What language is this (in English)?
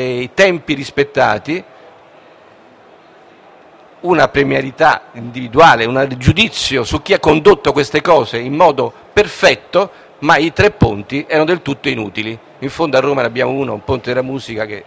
Italian